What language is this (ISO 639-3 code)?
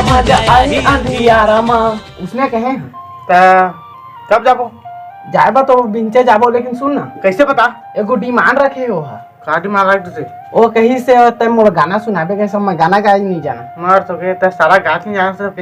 hne